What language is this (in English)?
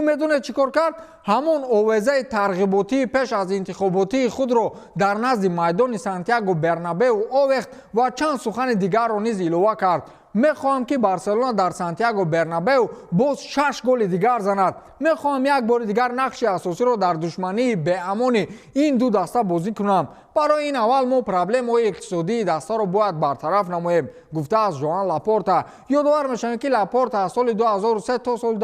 Tajik